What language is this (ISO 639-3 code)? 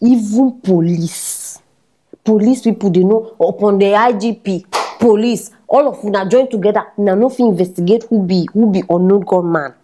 pcm